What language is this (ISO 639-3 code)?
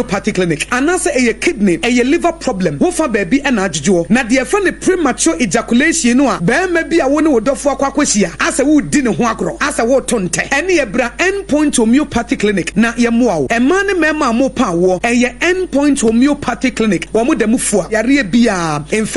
aka